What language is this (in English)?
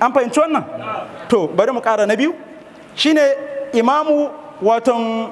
Hausa